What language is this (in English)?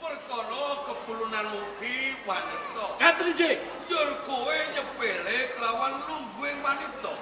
Javanese